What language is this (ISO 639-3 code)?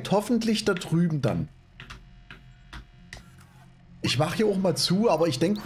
deu